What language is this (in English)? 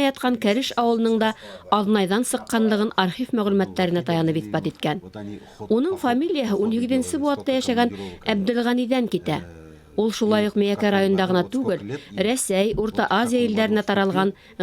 Bashkir